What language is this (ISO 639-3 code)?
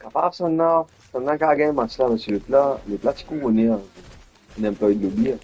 mfe